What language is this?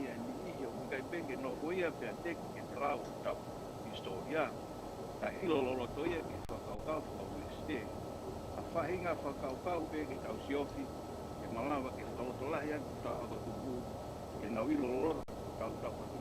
Tongan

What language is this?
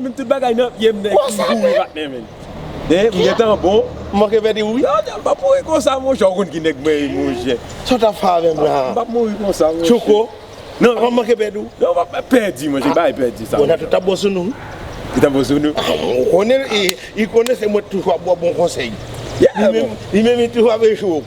Haitian Creole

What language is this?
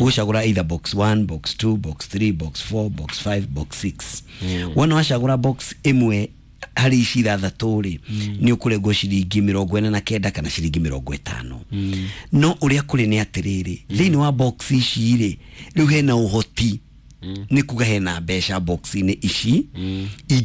Kikuyu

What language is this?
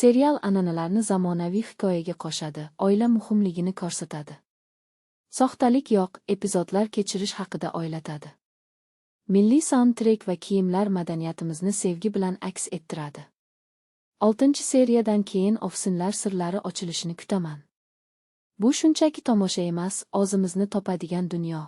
Uzbek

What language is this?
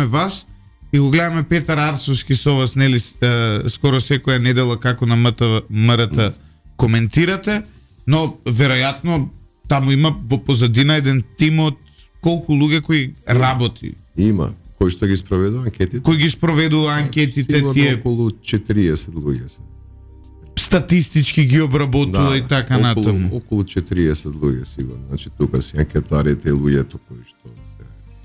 Macedonian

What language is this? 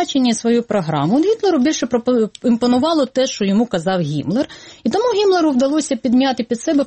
Ukrainian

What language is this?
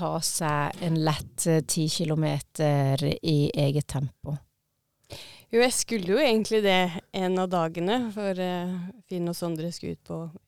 Norwegian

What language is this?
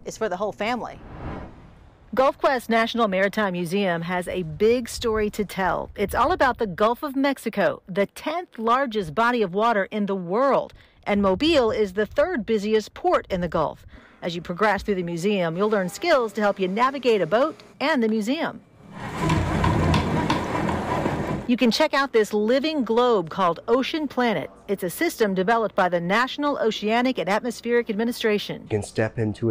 English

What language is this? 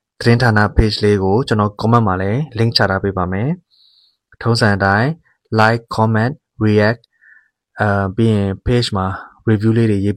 Burmese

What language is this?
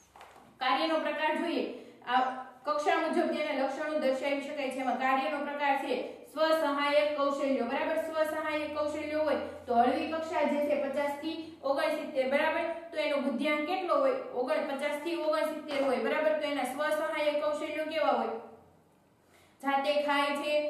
Gujarati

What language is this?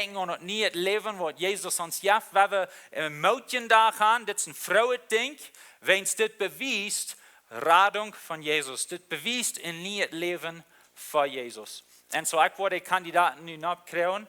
Plautdietsch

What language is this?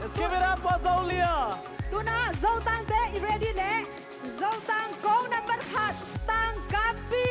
Tedim Chin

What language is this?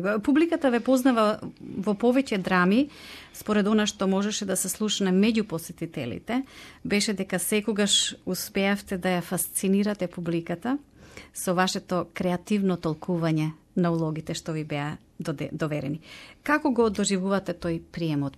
Macedonian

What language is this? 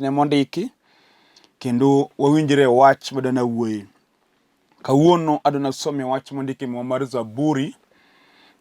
Luo (Kenya and Tanzania)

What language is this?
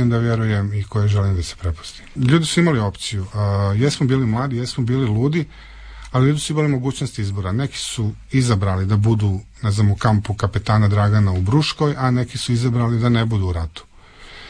Croatian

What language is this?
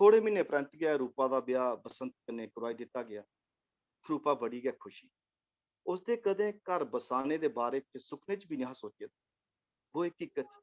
Dogri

